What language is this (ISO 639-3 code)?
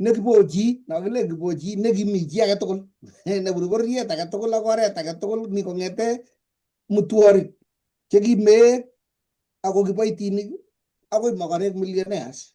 kln